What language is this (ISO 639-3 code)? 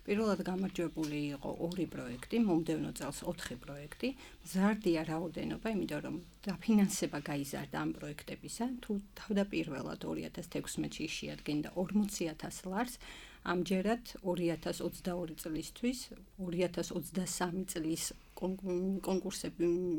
kat